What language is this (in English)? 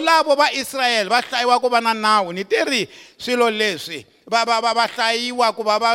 Tsonga